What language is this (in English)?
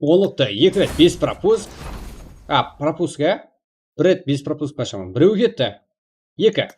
Kara-Kalpak